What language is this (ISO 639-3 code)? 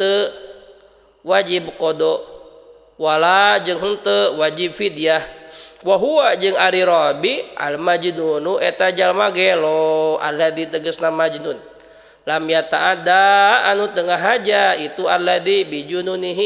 sun